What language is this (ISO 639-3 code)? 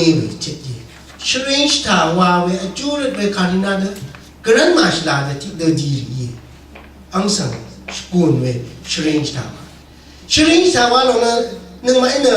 raw